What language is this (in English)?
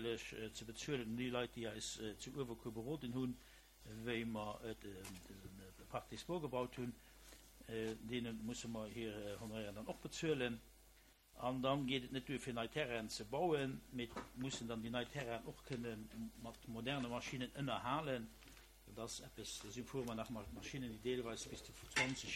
Luxembourgish